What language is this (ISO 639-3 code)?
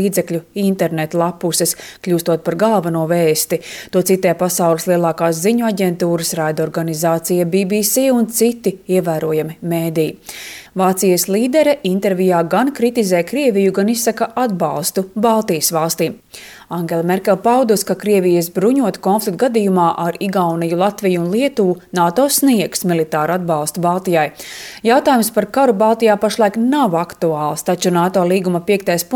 lav